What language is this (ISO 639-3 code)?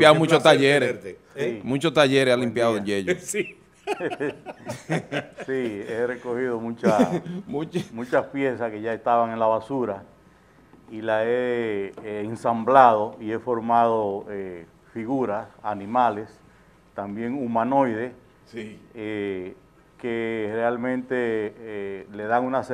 spa